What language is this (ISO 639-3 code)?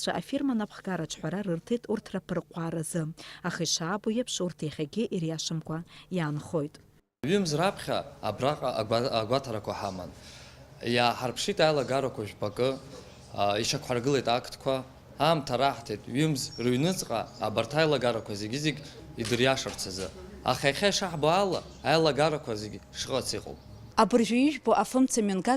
abk